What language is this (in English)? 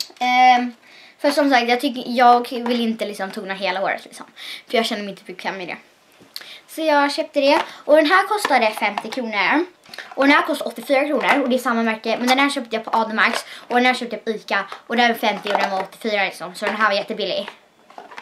Swedish